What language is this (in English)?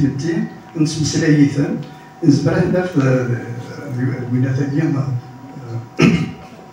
Kabyle